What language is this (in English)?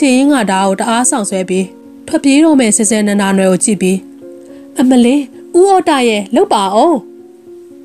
Burmese